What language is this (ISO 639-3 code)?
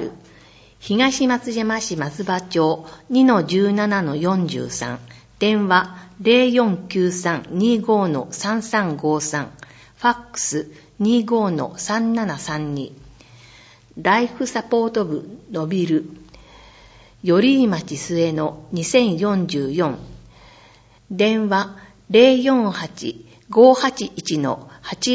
jpn